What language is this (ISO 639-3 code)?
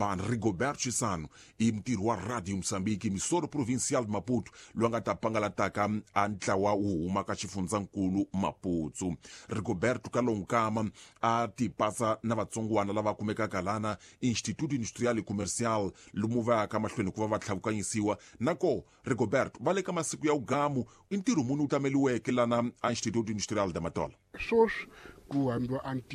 tso